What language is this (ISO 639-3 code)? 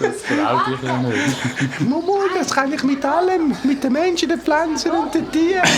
gsw